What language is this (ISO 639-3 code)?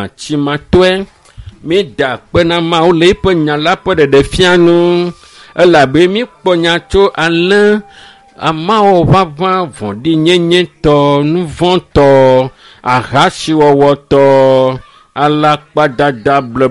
ewe